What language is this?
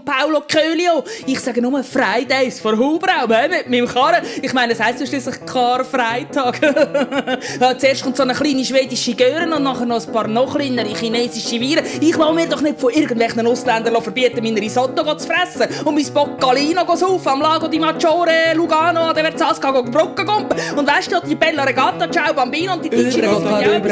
Swiss German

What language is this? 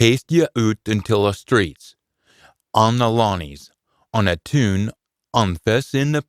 Scots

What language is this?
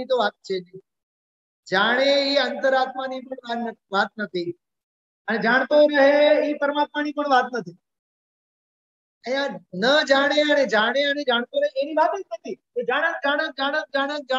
Gujarati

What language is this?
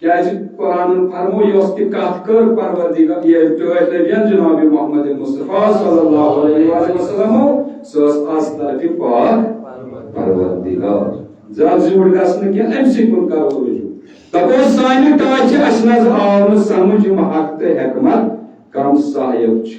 Kashmiri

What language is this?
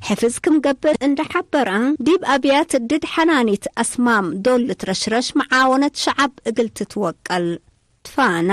Tigre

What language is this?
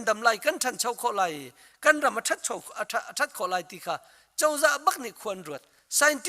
Hakha Chin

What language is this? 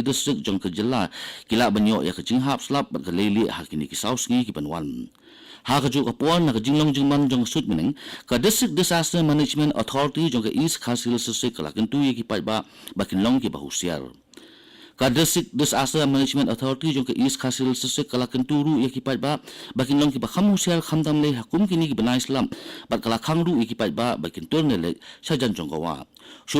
Khasi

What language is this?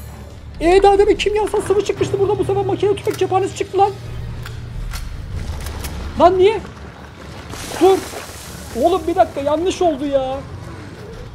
Turkish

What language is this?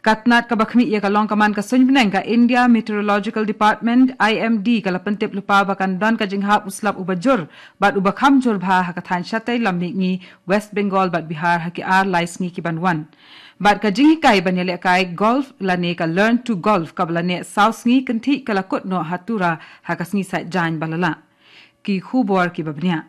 Khasi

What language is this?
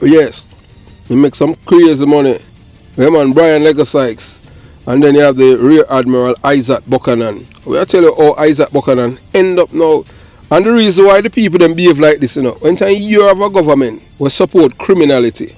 Jamaican Creole English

